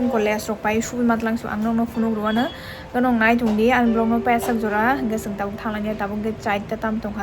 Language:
Kok Borok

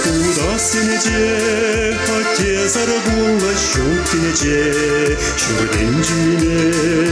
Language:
Chuvash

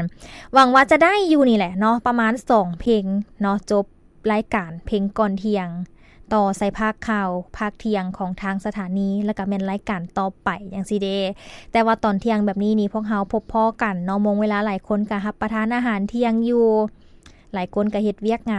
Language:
Lao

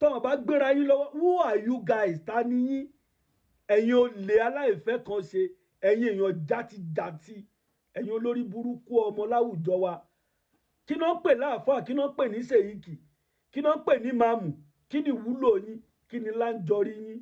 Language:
Yoruba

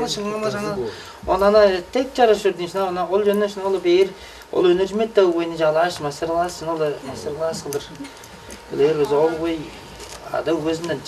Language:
Tuvinian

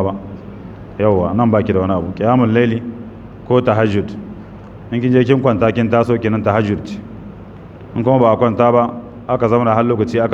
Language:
Hausa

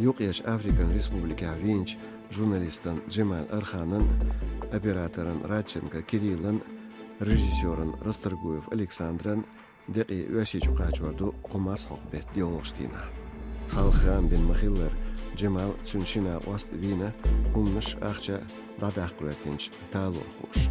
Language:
Chechen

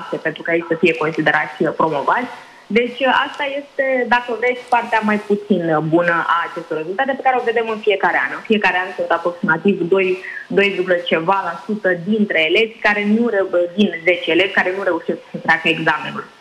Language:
Romanian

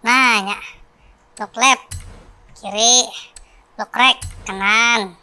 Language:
Banjar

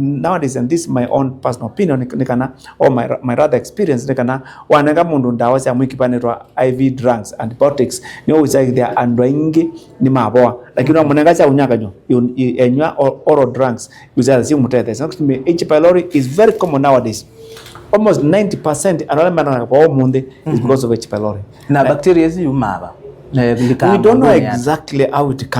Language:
Kamba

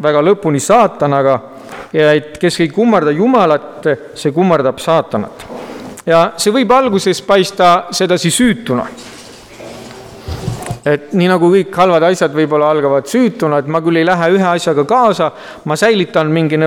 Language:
Estonian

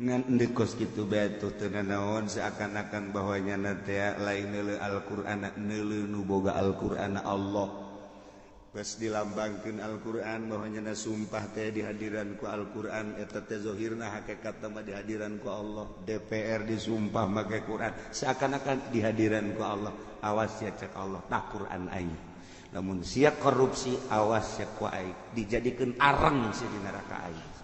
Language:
Sundanese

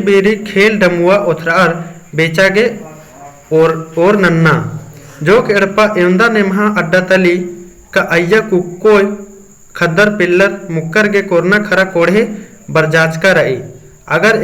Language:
Kurukh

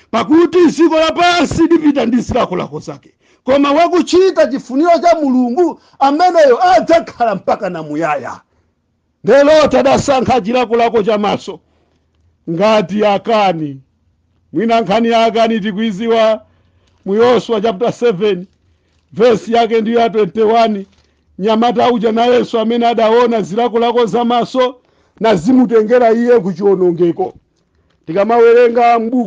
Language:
Nyanja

